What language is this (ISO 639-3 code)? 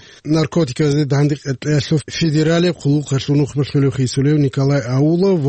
ava